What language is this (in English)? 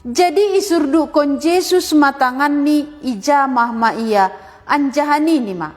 Batak Simalungun